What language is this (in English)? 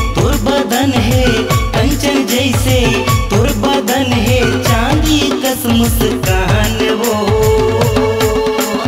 Chhattisgarhi